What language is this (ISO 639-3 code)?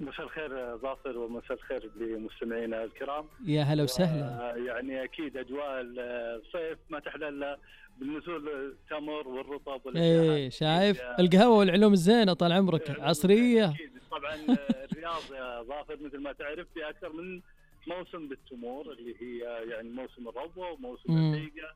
ars